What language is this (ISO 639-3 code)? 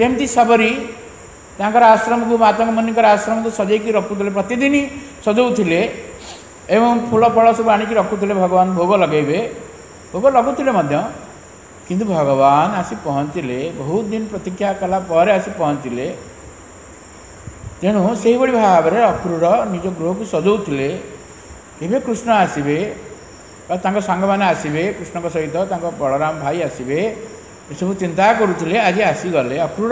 ori